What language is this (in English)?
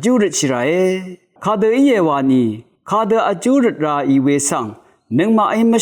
Rawang